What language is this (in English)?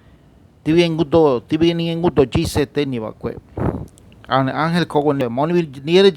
Ngäbere